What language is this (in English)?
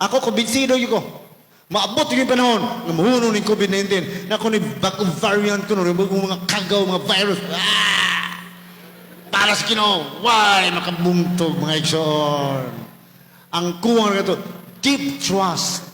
Cebuano